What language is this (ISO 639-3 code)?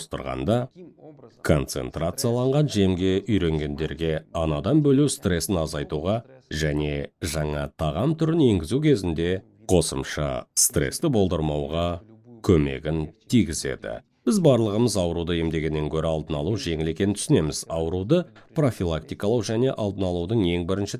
kaz